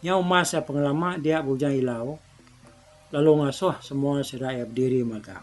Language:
Iban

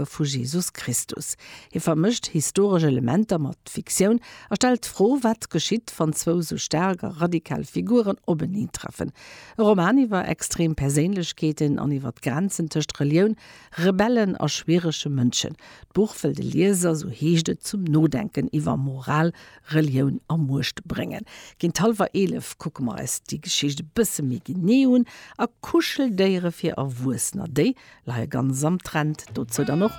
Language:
Luxembourgish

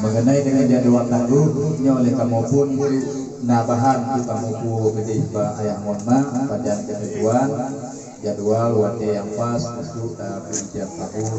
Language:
Achinese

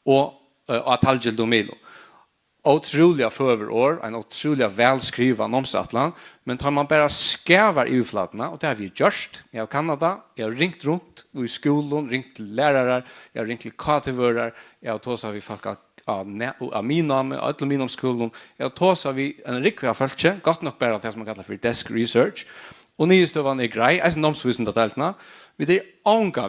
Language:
Faroese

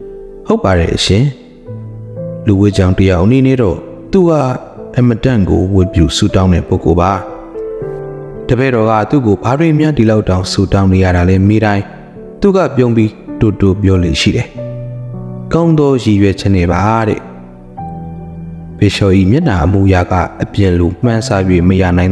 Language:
Burmese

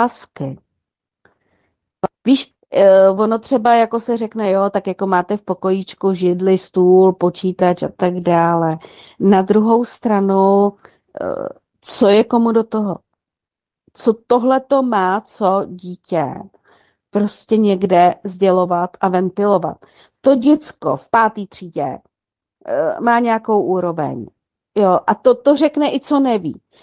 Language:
Czech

